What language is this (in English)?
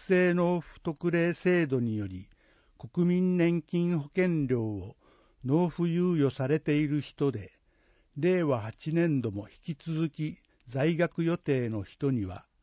Japanese